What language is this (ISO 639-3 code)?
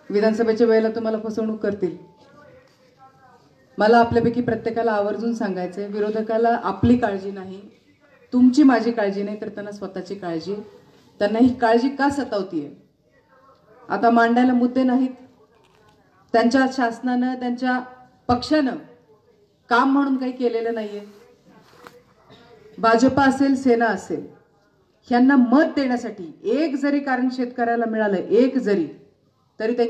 mar